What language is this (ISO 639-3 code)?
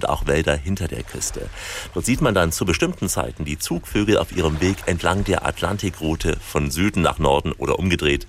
deu